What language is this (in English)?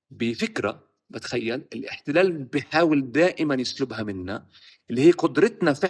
North Levantine Arabic